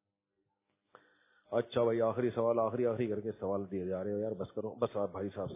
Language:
Urdu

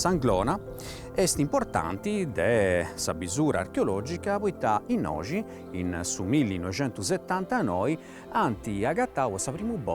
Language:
Sardinian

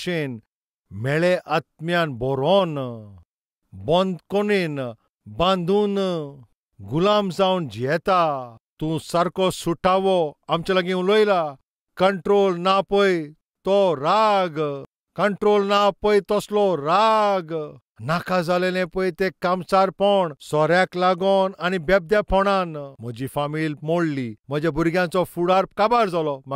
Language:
Konkani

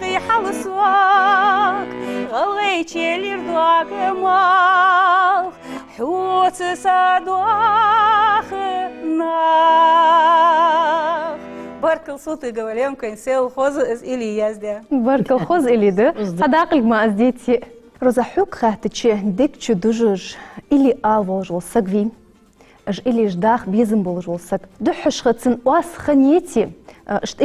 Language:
Ingush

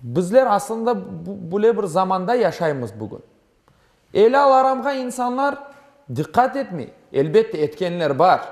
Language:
Crimean Tatar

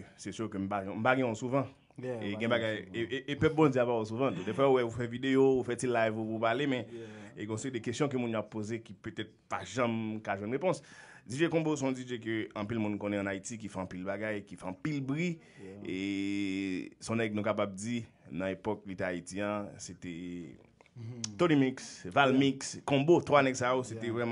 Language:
Haitian Creole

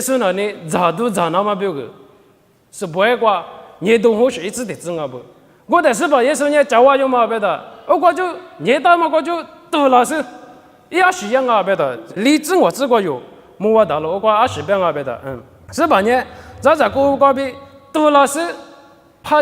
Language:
Lisu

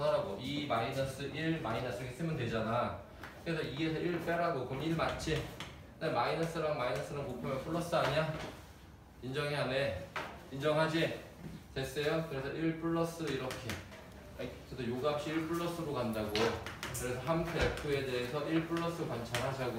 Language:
Korean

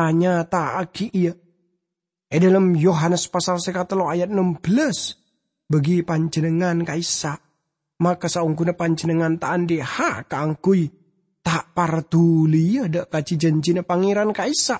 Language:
Madurese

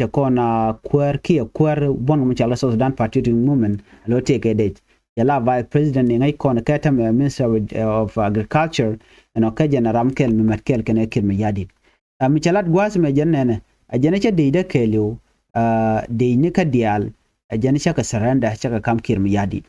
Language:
Nuer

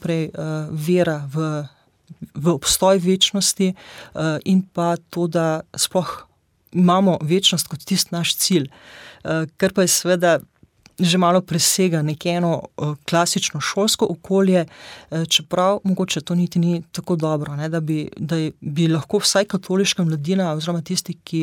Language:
Slovenian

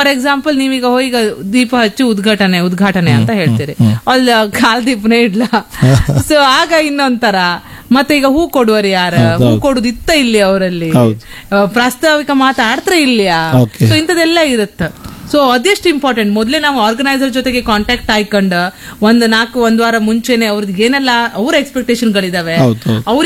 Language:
Kannada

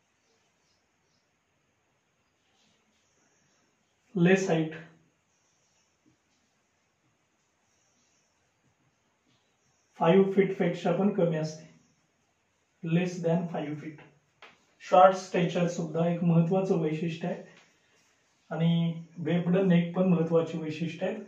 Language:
Marathi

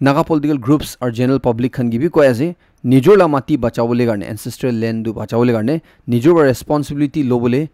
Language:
Naga Pidgin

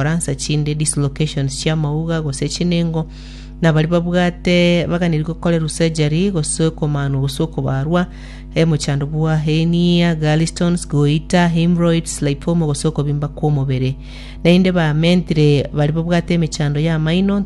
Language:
Gusii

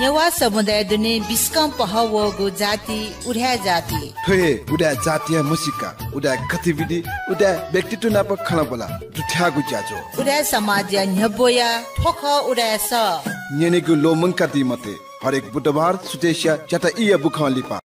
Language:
Newari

